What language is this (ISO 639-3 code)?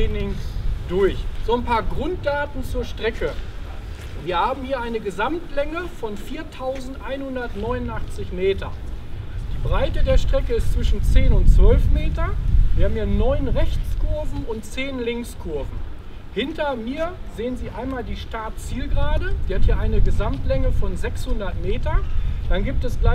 deu